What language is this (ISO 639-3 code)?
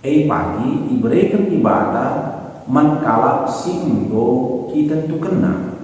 btx